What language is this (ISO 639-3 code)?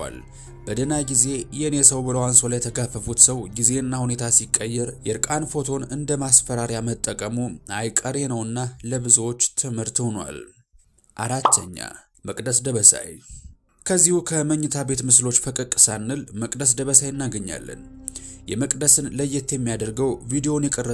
amh